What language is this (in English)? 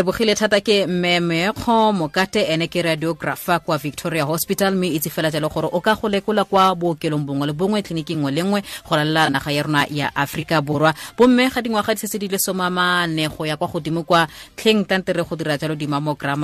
Tswana